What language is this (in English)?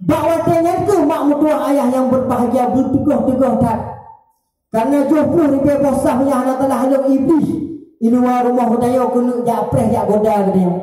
Achinese